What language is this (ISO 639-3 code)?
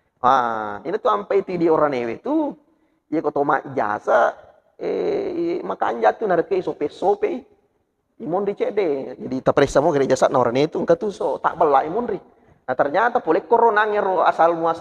bug